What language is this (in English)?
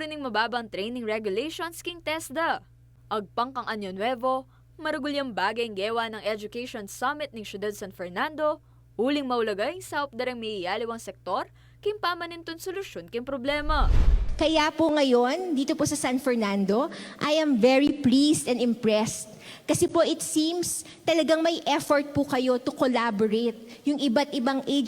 Pampanga